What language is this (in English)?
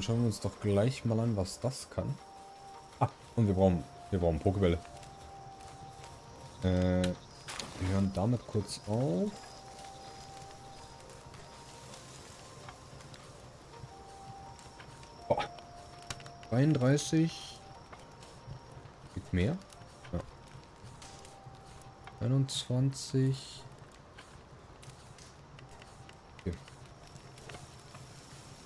German